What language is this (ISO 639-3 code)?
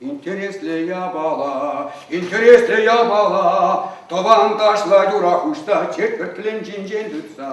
chv